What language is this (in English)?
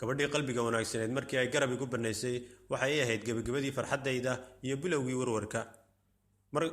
Somali